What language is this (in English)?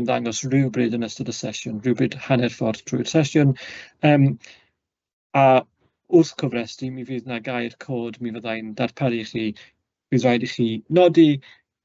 Welsh